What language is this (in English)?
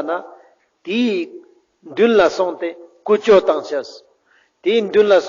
Ladakhi